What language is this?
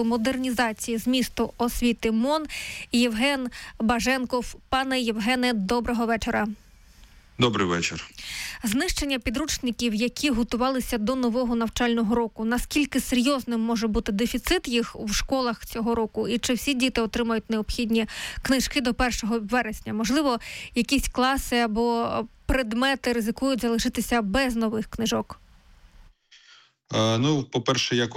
Ukrainian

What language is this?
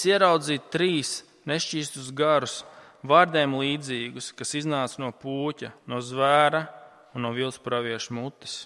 Latvian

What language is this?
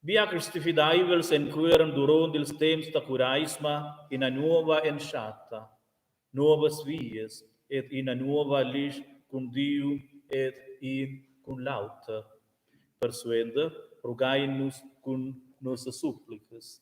Romansh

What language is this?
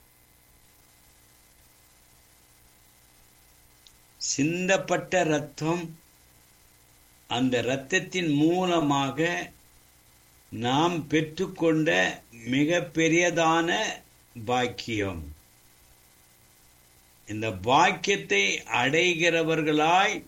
Tamil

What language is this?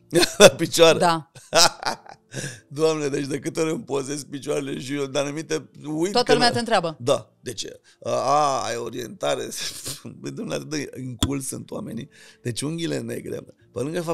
Romanian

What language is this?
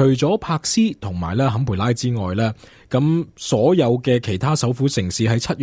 Cantonese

